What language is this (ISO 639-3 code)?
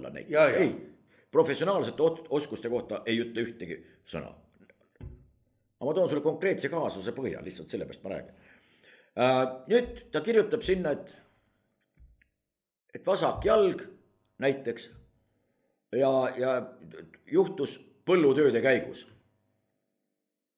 est